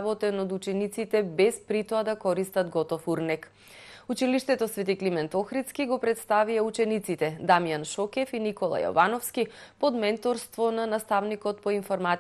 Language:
Macedonian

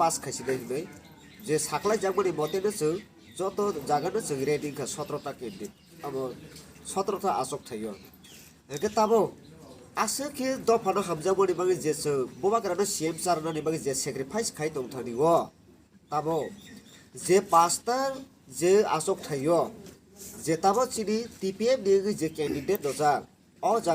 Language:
Kok Borok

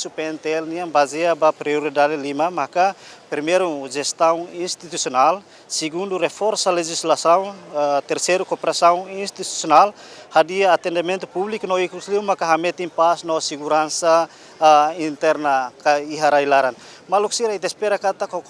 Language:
Tetum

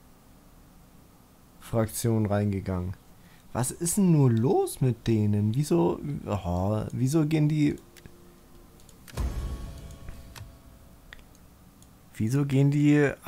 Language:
German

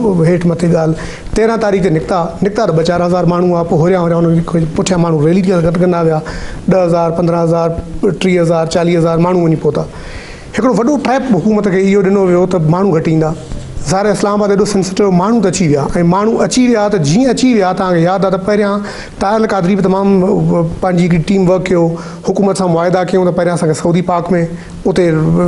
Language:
Sindhi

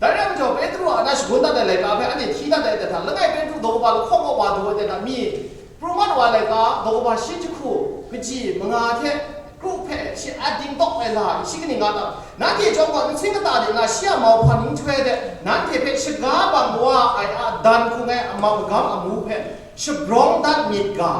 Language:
Kachin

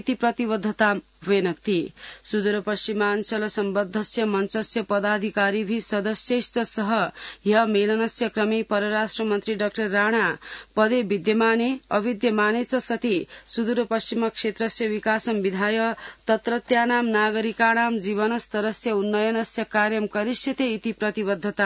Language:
Sanskrit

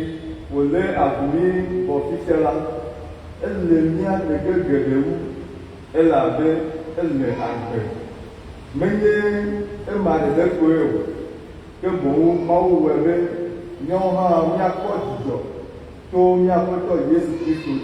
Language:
Ewe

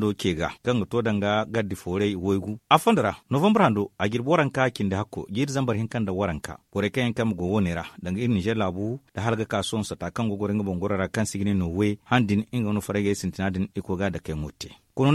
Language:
Zarma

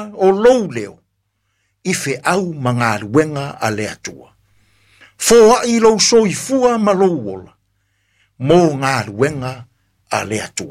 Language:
Samoan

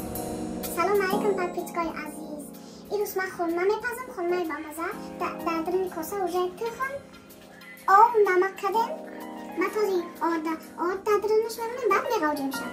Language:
Tajik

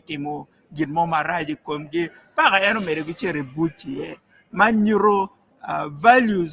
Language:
Acoli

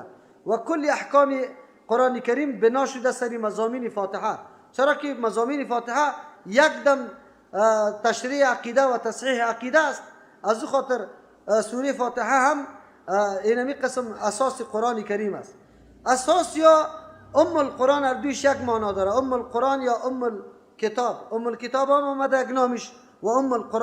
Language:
Persian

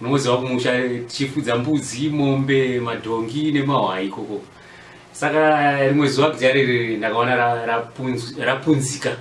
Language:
Shona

